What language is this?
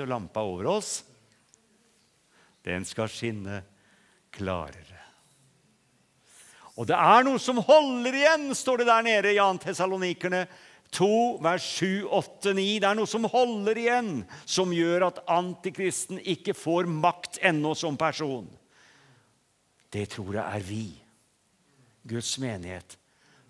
Norwegian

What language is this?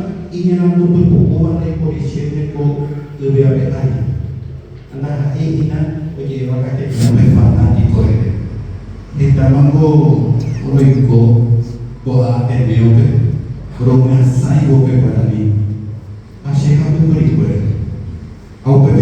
Guarani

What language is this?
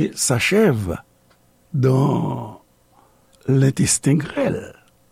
Haitian Creole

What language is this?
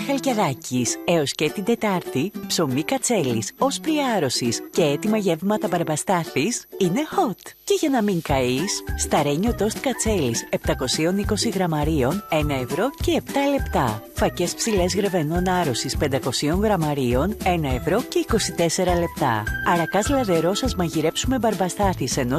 Greek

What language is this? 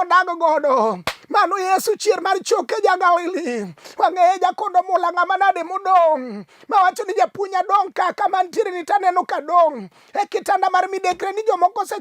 Luo (Kenya and Tanzania)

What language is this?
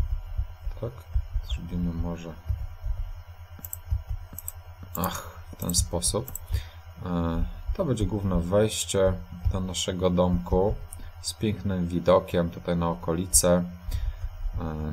Polish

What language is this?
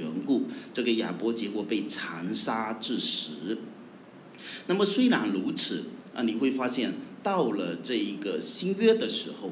Chinese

